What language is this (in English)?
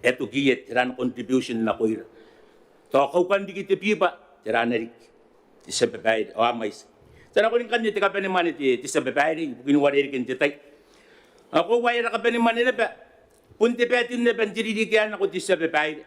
Gilbertese